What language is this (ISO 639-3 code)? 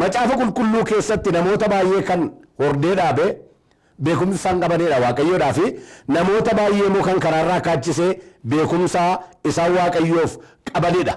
orm